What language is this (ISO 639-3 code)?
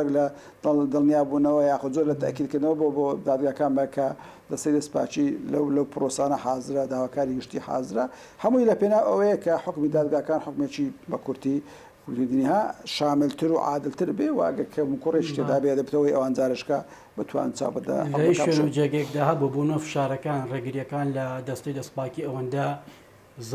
ckb